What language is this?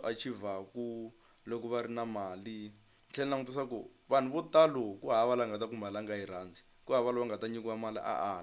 Tsonga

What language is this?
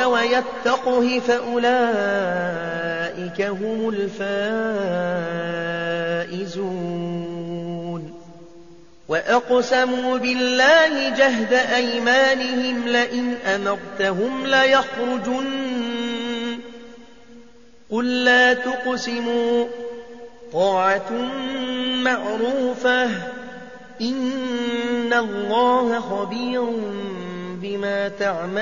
Arabic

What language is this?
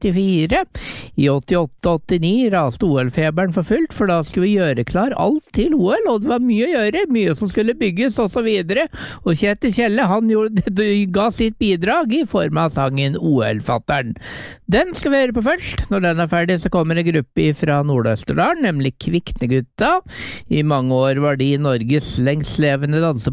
Norwegian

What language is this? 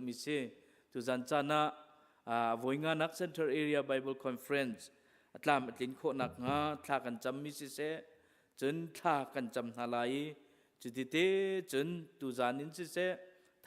Hakha Chin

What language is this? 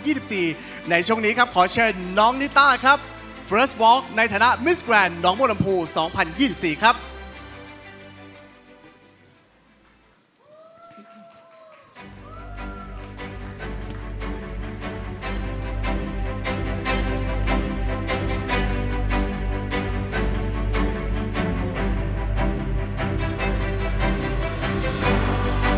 Thai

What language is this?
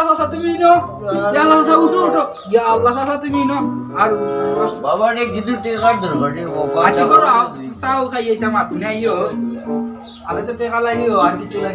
Sylheti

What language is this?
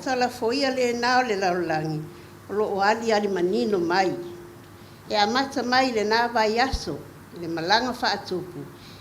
Samoan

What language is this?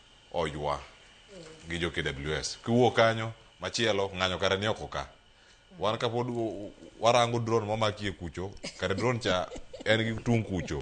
Luo (Kenya and Tanzania)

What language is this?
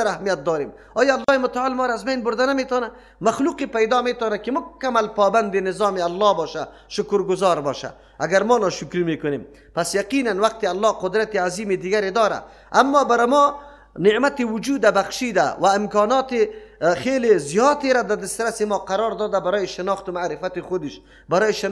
Persian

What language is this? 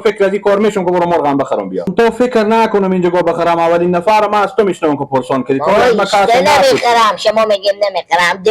Persian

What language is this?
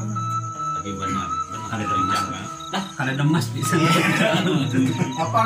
Sundanese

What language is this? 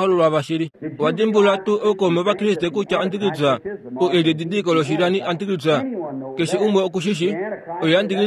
Kuanyama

